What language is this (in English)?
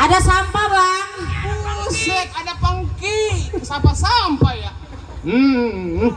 Betawi